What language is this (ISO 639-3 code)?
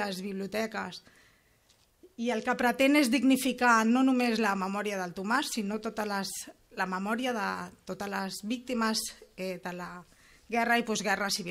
cat